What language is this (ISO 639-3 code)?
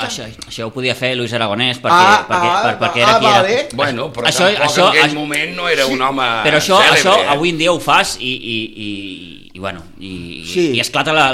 cat